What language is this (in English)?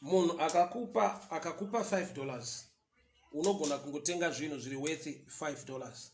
Shona